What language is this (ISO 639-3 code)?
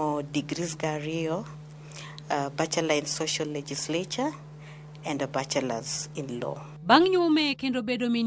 luo